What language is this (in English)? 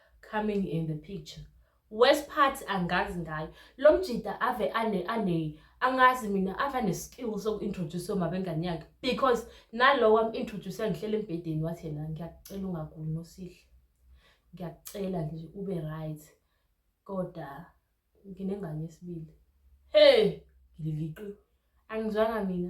Zulu